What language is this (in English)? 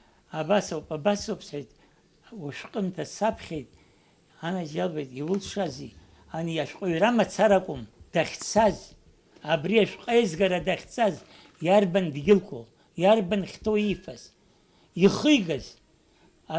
Abkhazian